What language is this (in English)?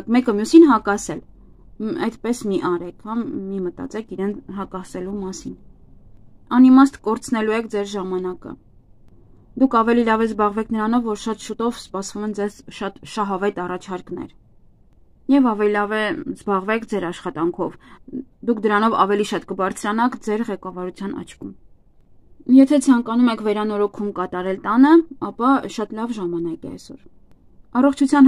Armenian